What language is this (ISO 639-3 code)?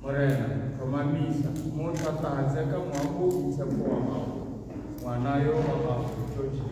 tsn